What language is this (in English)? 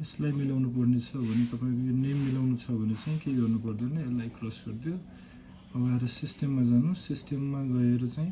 Nepali